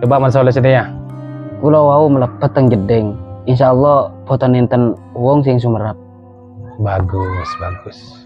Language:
Madurese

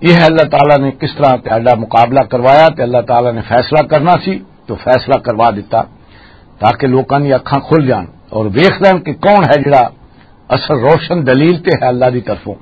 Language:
Western Panjabi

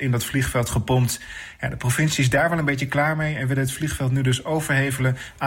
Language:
Dutch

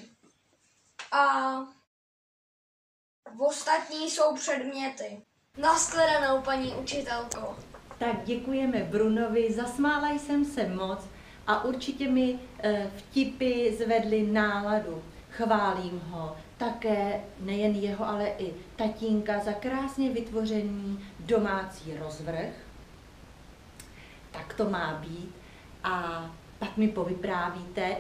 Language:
Czech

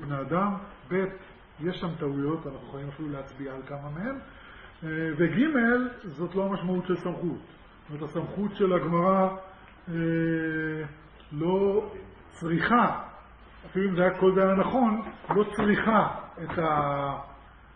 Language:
Hebrew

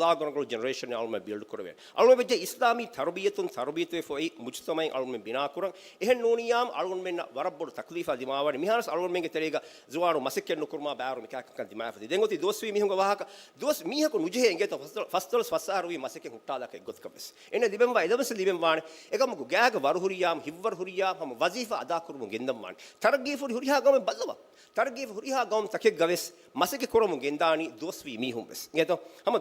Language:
Divehi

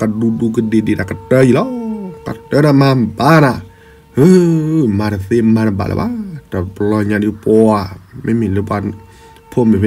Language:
S'gaw Karen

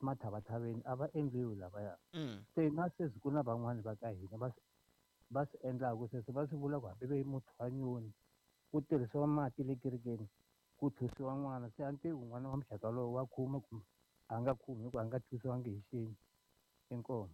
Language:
Tsonga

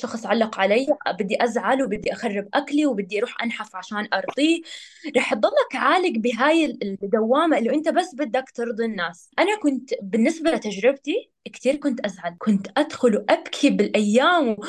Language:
North Levantine Arabic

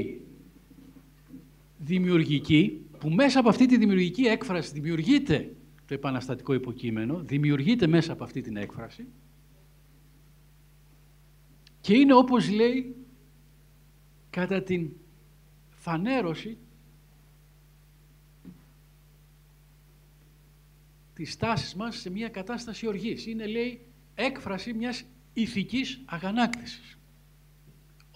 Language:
Greek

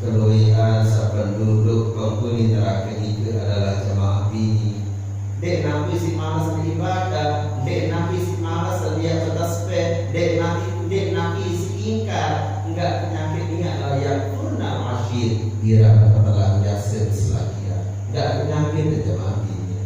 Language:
Sasak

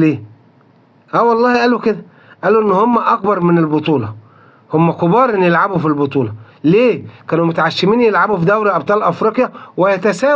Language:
Egyptian Arabic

